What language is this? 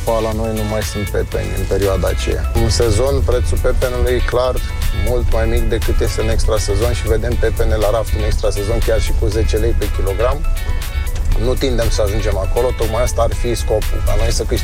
Romanian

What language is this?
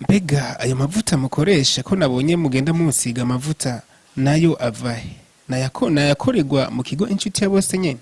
Rundi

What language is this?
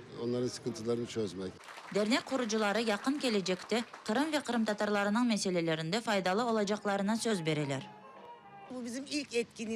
Crimean Tatar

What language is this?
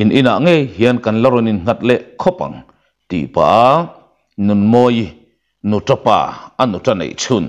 Mizo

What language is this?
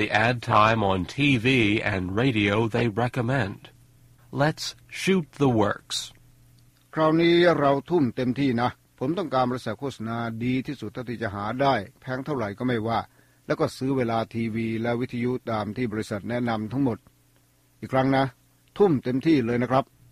Thai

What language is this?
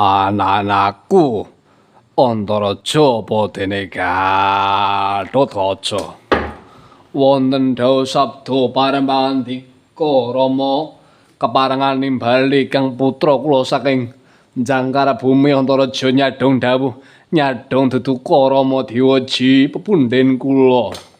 Javanese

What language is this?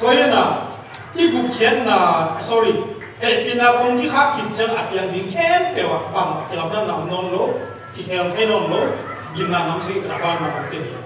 Tedim Chin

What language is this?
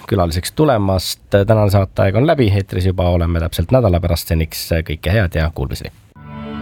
Estonian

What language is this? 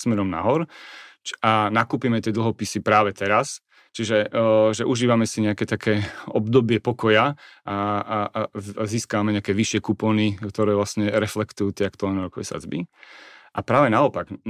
Slovak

